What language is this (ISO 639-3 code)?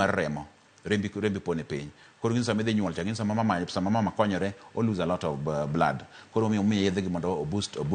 luo